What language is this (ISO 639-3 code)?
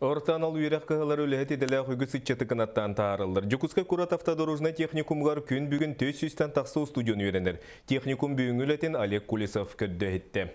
sah